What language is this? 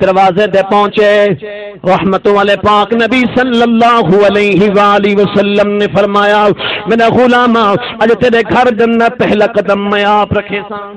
Saraiki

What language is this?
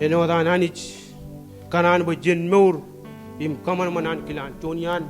Marshallese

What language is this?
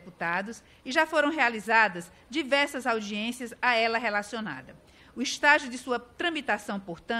Portuguese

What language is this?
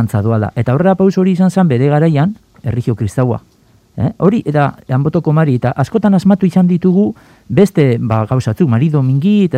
Basque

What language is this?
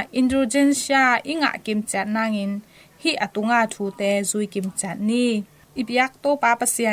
Tedim Chin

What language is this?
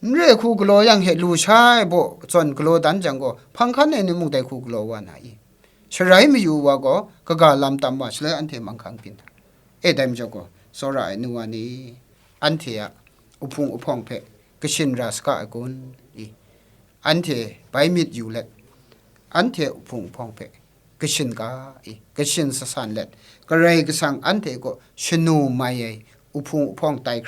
Kachin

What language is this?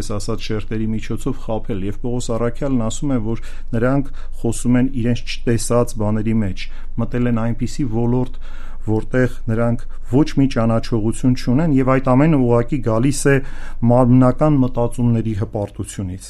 Armenian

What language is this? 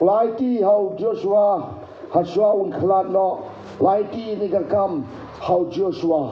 Khasi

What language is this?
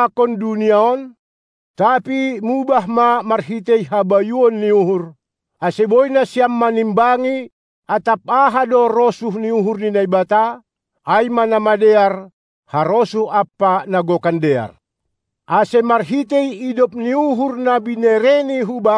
Batak Simalungun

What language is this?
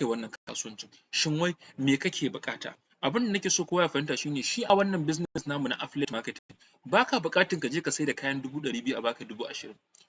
Hausa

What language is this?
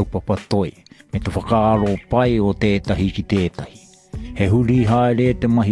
Māori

